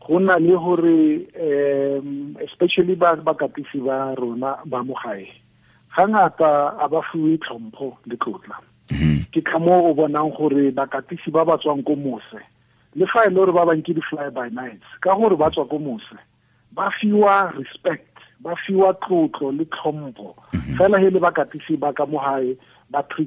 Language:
Tswana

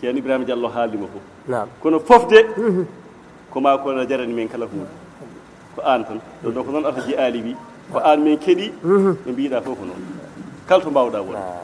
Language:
Fula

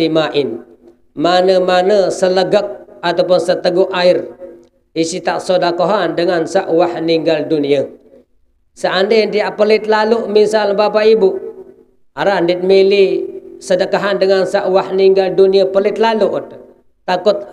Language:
Sasak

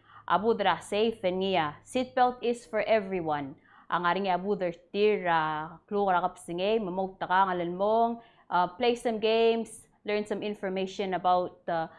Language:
Palauan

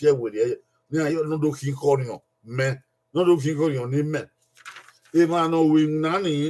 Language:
Bini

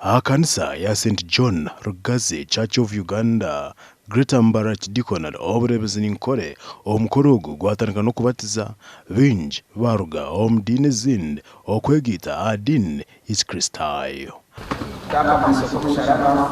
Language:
Nyankole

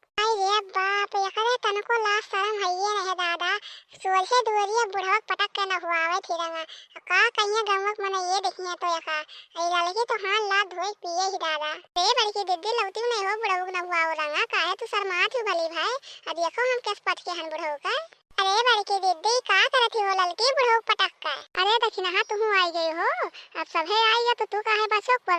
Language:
Awadhi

